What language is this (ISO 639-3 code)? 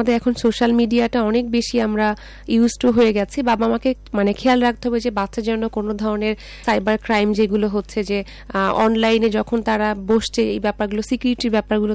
ben